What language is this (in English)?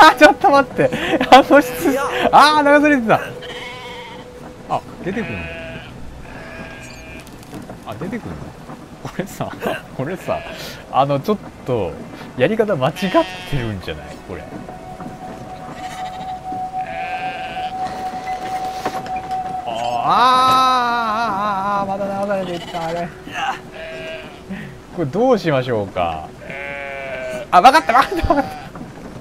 Japanese